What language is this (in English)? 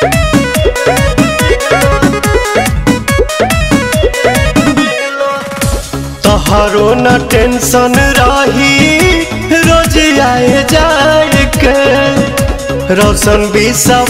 Bhojpuri